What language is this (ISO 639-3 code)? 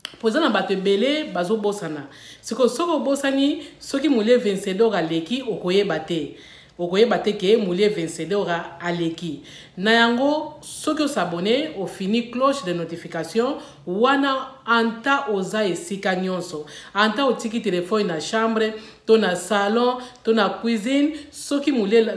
lin